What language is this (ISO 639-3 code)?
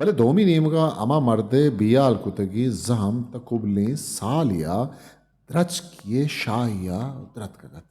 bgp